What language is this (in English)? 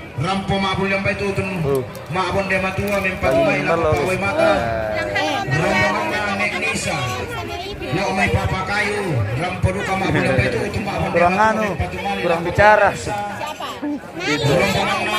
Toraja-Sa'dan